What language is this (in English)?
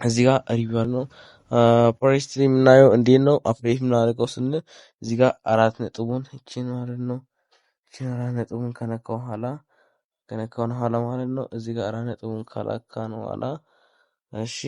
Amharic